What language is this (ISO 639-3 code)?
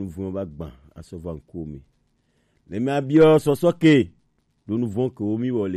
gej